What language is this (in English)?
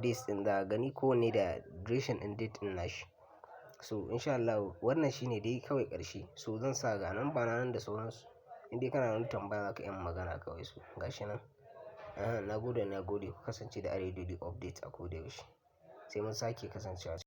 Hausa